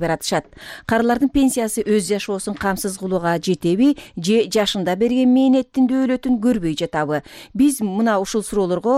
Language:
Kyrgyz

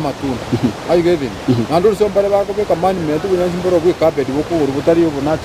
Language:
Gusii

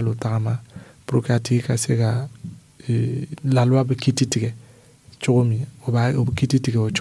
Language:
Dyula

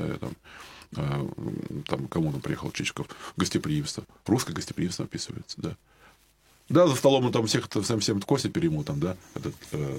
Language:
Russian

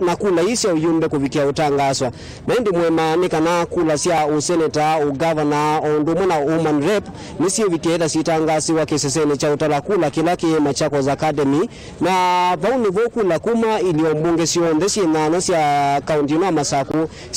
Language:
Kamba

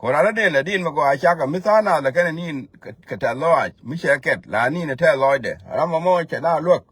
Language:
Nuer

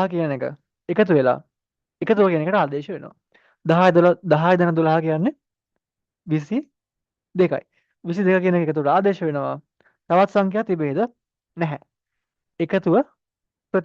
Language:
Sinhala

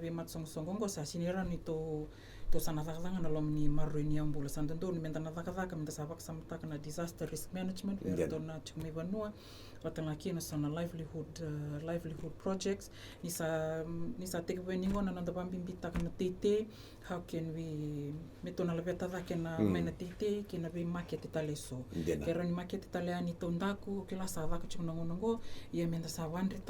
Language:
Fijian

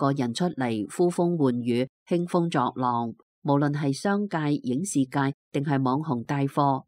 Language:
Cantonese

